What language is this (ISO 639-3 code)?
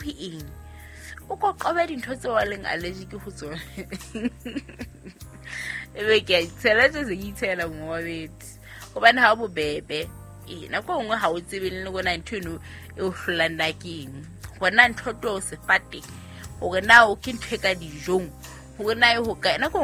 sot